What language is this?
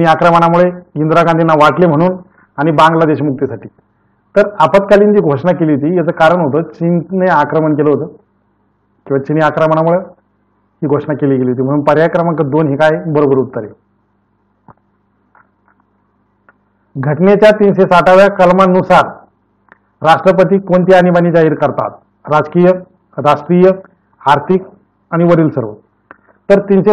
Marathi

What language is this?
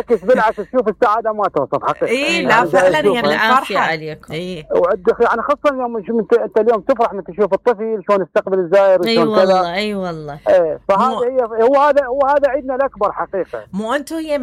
Mesopotamian Arabic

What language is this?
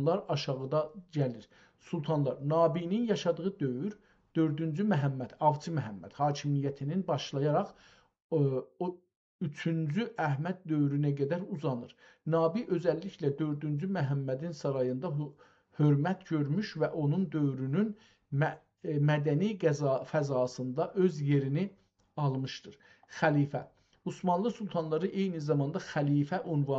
South Azerbaijani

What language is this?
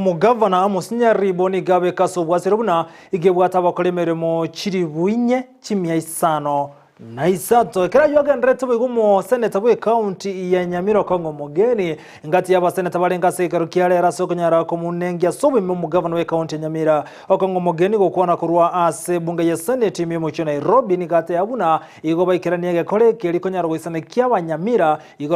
Gusii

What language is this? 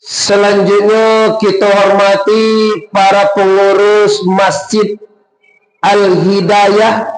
Minangkabau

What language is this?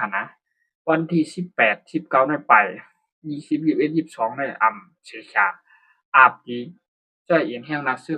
Shan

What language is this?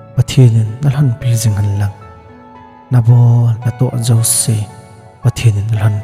Thado Chin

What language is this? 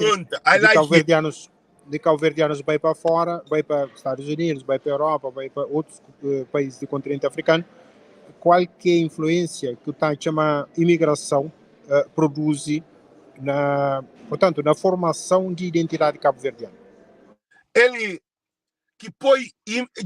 Kabuverdianu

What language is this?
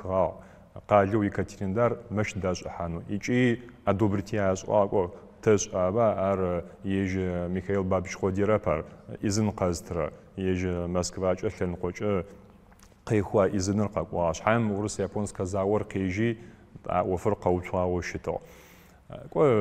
Adyghe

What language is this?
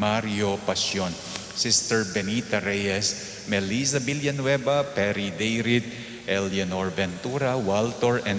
Pampanga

